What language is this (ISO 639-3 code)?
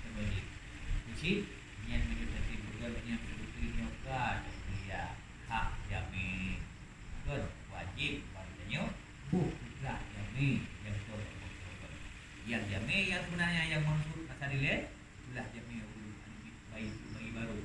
ace